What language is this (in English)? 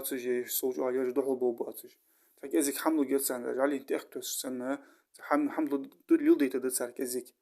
Ingush